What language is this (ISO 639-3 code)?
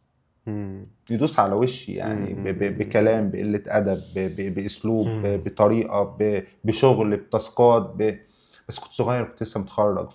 arz